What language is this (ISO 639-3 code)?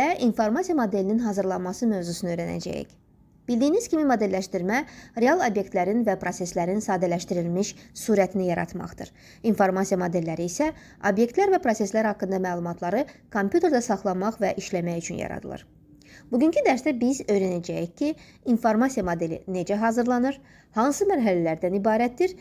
aze